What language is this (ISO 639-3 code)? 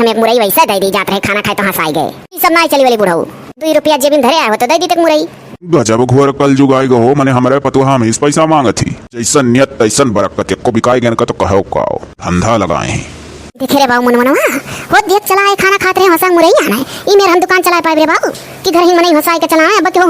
awa